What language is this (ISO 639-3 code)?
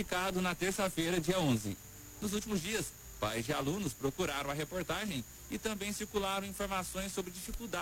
por